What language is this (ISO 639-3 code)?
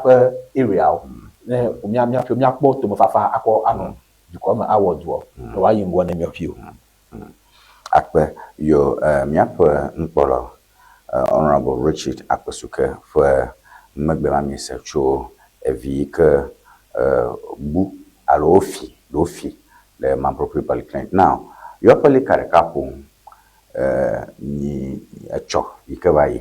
ewe